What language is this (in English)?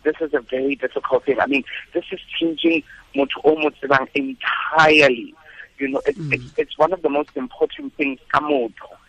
Tswana